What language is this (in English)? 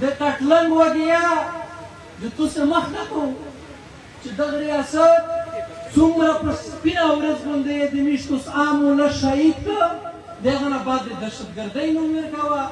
Pashto